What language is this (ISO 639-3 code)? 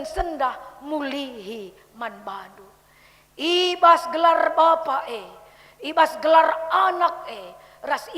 btx